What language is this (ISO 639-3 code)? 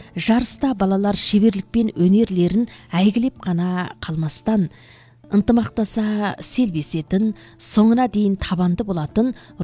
kaz